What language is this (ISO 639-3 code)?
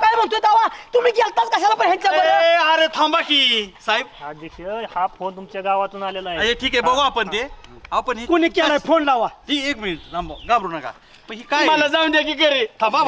mar